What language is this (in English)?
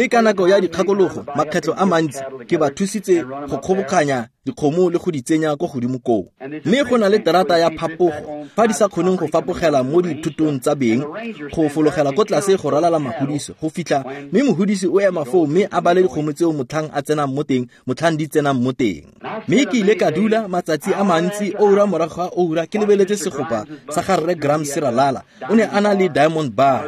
Tswana